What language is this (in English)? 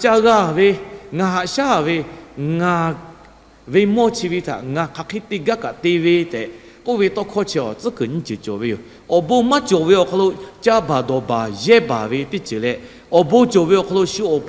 Lahu